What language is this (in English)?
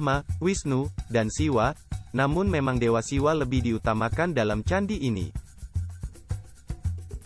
Indonesian